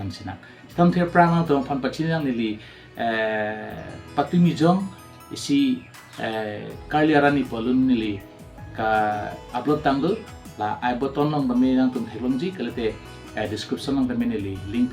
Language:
Karbi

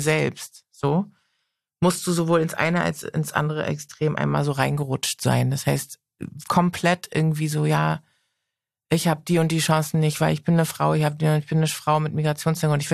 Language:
German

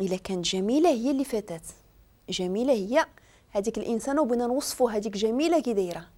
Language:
Moroccan Arabic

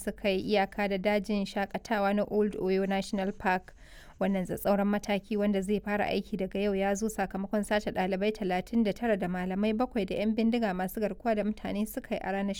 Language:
Hausa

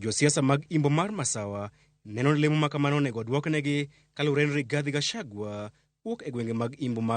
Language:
Luo (Kenya and Tanzania)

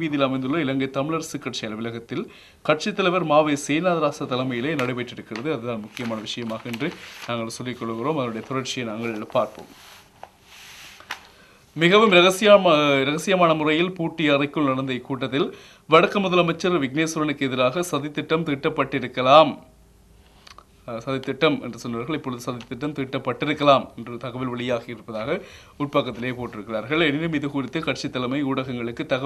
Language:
Tamil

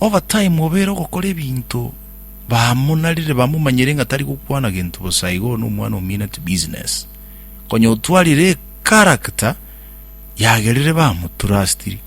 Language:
Gusii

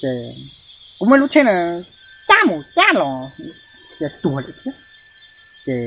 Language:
Hmong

